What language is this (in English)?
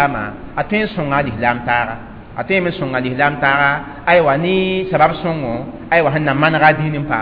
Mossi